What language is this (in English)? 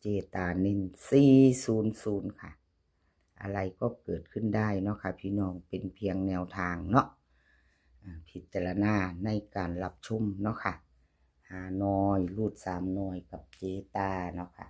Northeastern Thai